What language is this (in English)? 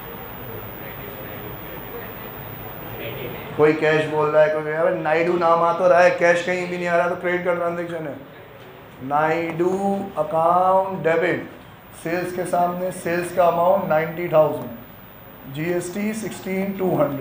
Hindi